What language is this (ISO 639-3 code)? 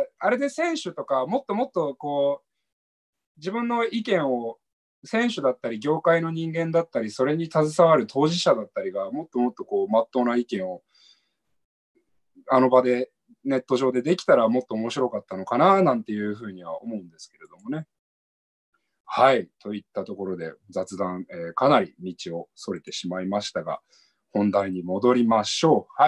jpn